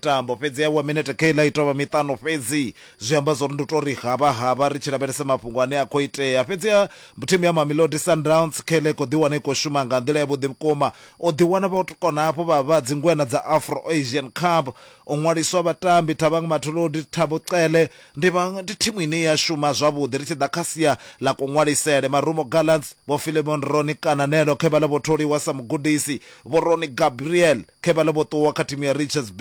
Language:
Venda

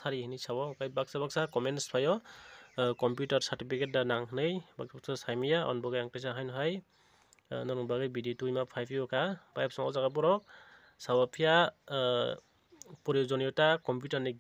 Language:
Kok Borok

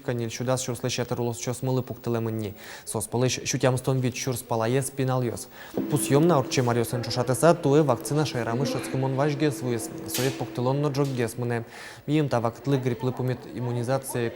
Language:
Udmurt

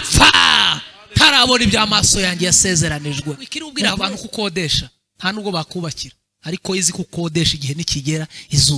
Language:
Kinyarwanda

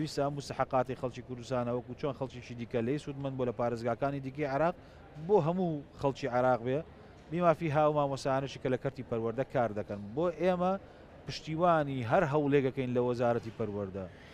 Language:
Central Kurdish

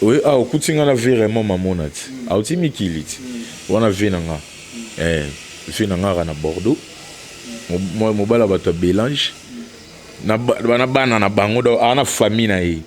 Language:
Lingala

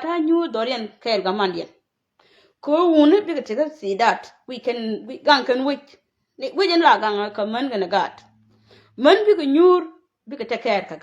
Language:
Nuer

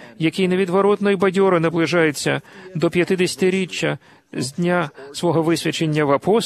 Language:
Ukrainian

